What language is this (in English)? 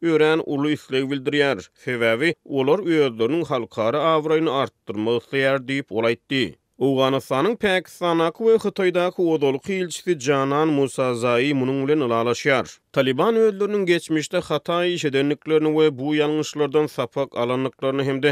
Turkmen